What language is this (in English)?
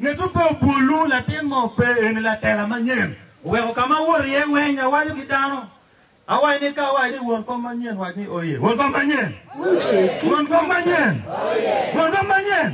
Acoli